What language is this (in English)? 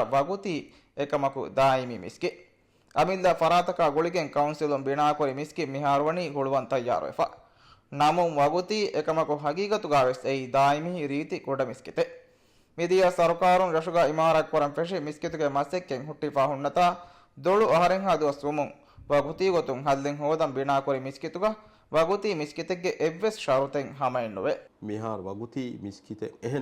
Divehi